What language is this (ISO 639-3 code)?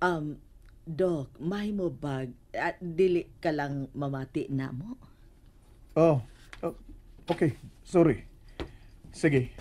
ceb